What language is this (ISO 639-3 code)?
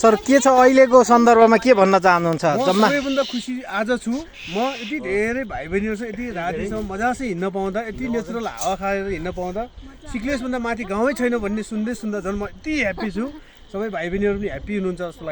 nep